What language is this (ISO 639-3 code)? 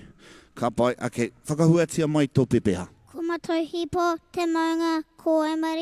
mri